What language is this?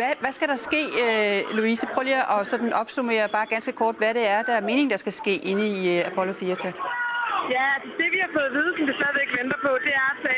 Danish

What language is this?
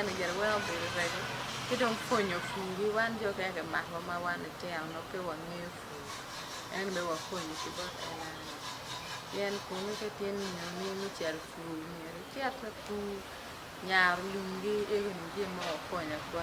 Acoli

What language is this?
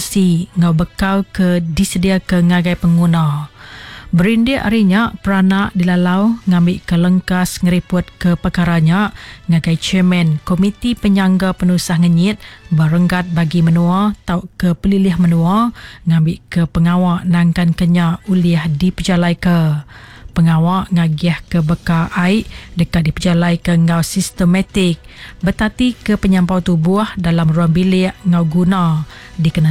Iban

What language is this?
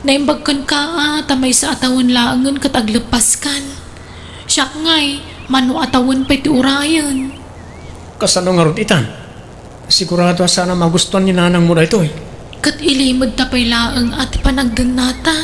Iloko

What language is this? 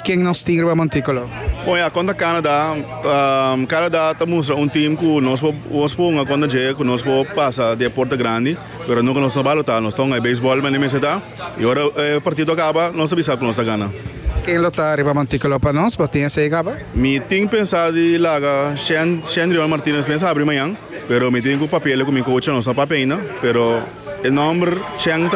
Papiamento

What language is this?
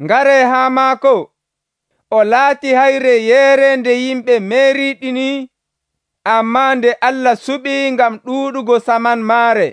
Nigerian Fulfulde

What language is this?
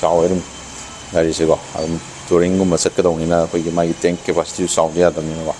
Manipuri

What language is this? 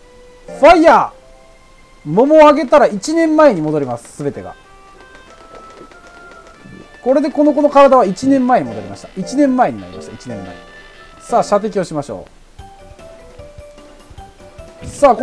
Japanese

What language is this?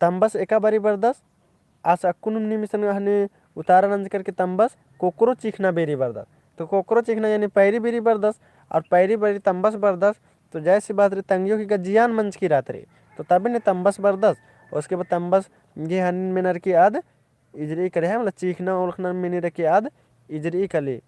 Kurukh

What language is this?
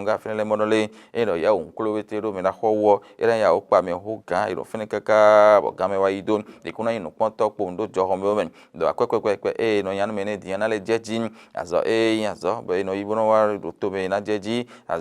Fon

